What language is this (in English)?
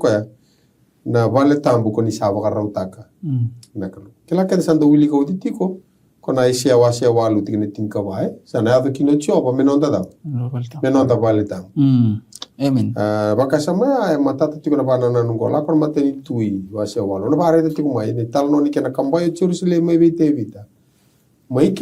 Fijian